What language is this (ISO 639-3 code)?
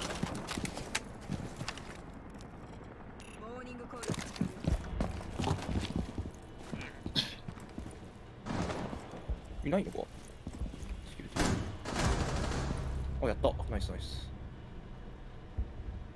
jpn